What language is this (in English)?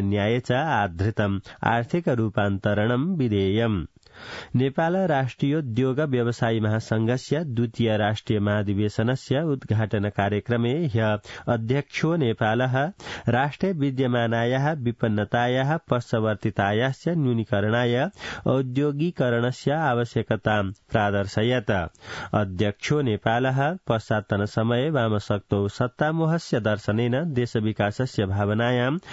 Sanskrit